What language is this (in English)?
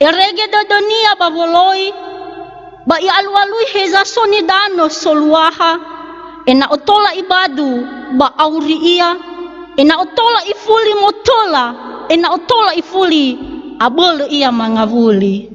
Nias